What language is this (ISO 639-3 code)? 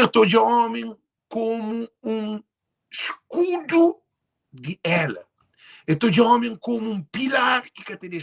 kea